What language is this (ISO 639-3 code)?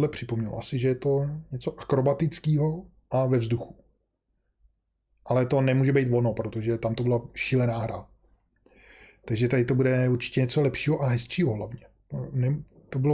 ces